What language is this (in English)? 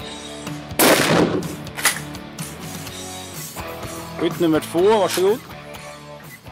Swedish